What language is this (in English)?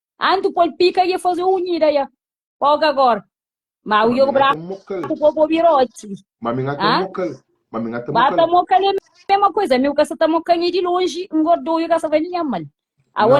Kabuverdianu